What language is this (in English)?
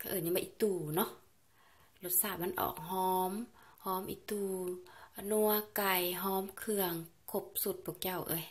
Lao